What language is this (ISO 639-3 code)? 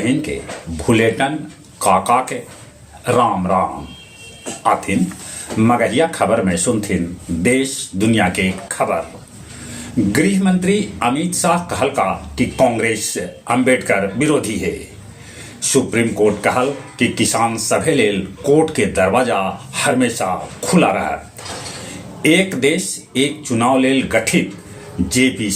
mag